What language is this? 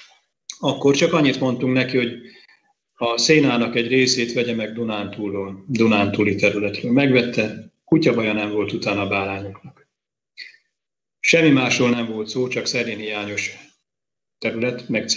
Hungarian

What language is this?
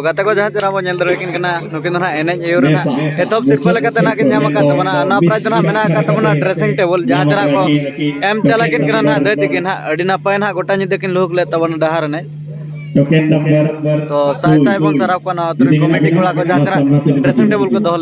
Santali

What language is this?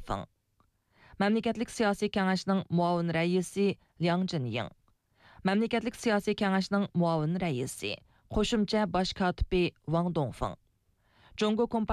Uyghur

